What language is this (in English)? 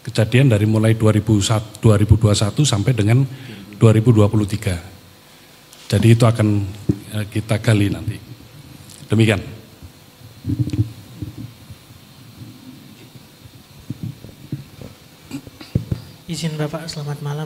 Indonesian